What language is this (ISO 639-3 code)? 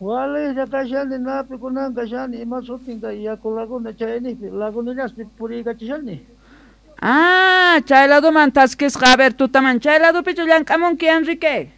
quh